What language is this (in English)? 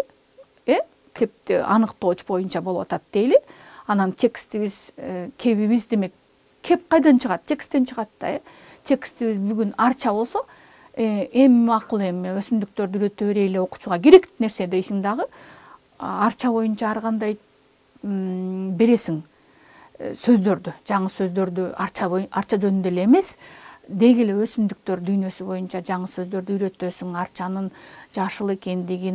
Kyrgyz